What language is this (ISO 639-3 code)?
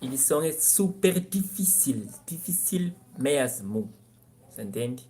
kea